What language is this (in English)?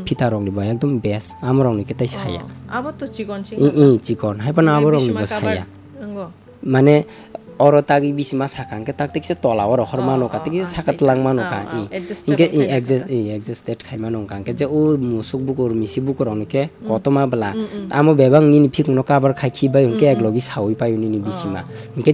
Kok Borok